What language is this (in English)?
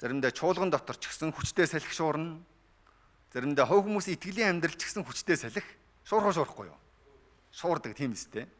Mongolian